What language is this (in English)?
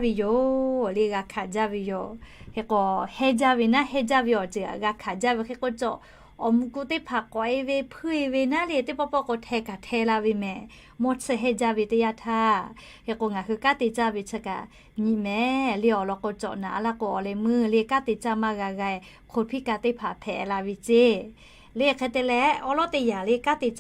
Lahu